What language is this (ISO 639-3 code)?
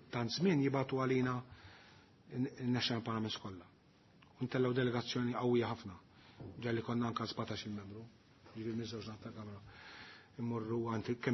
mlt